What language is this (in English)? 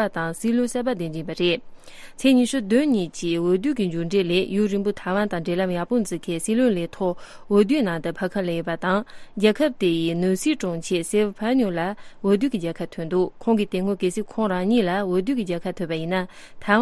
Tibetan